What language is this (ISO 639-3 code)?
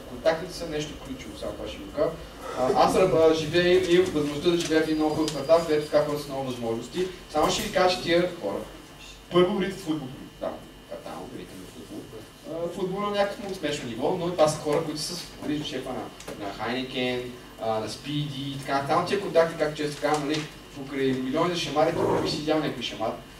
bul